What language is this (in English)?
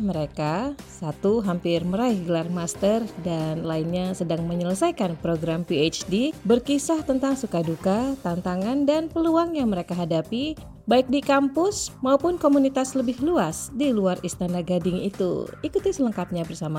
Indonesian